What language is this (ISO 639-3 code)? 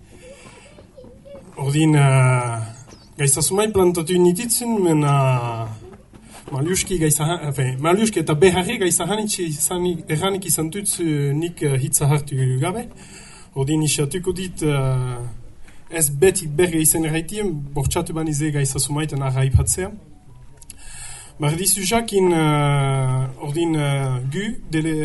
eus